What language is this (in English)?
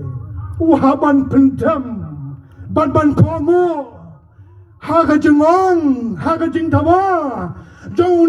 Khasi